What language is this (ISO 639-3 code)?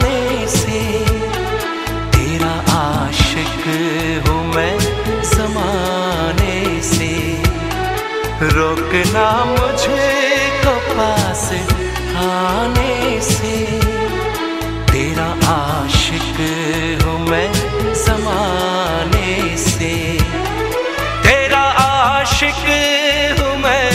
hin